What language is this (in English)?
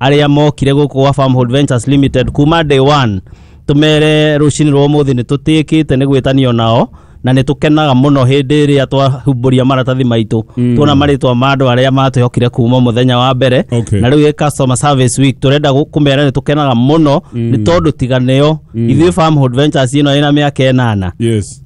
Kikuyu